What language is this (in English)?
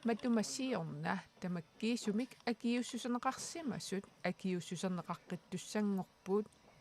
Kalaallisut